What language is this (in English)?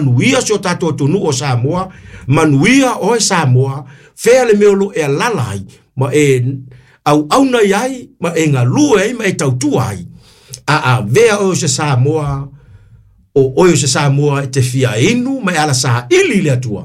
Samoan